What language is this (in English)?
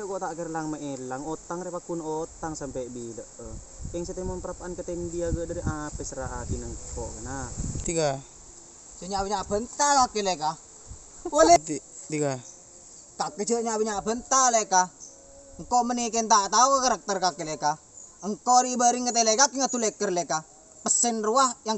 Madurese